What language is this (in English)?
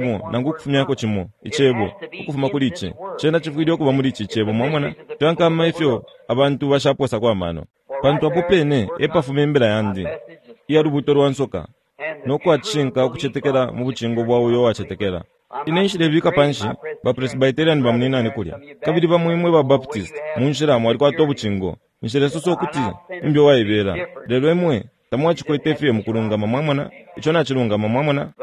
Bemba